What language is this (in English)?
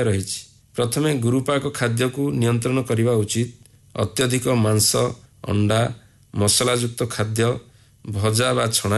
Odia